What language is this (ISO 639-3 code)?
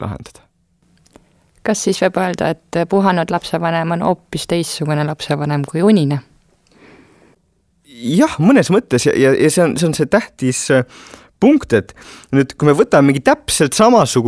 est